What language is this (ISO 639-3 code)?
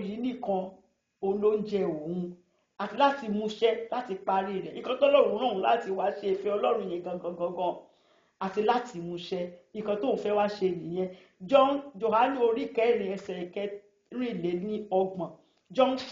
yor